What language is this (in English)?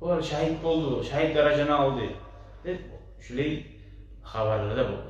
Kumyk